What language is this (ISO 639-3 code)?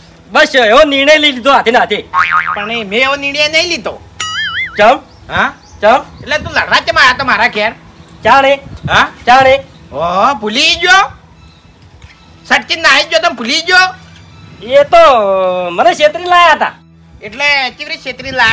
guj